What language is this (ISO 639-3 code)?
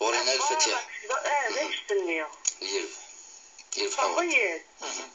kab